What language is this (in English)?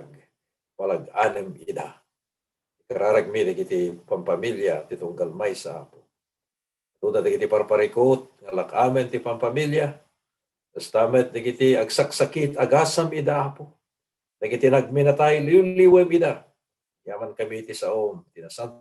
Iloko